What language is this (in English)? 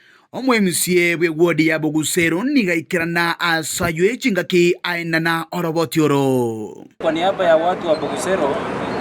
Gusii